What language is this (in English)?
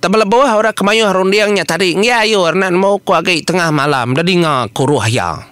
Iban